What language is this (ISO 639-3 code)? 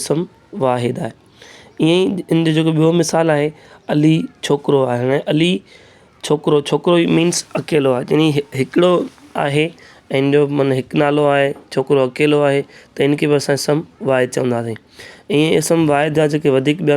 snd